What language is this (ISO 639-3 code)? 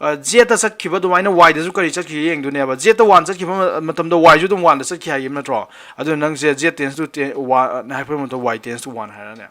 mni